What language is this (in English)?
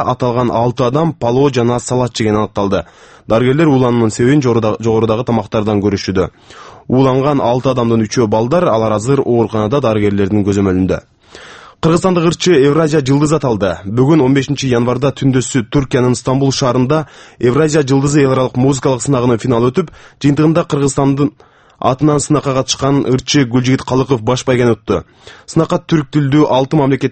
Kyrgyz